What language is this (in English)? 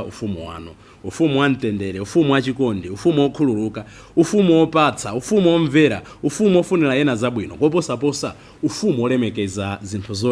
Nyanja